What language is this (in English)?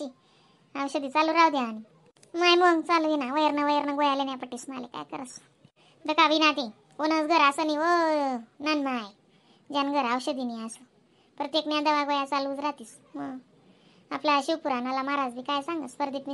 Khandesi